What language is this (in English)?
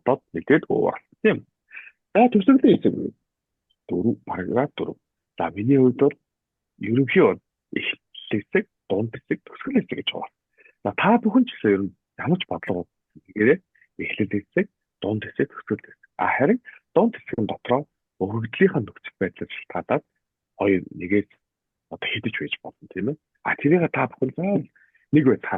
Mongolian